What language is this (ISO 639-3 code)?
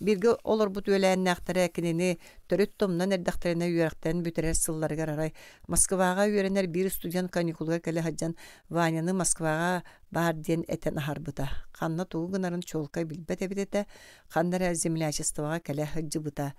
sah